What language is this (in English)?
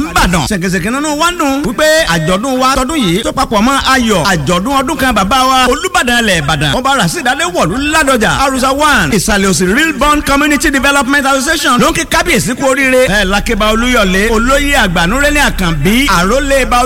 Yoruba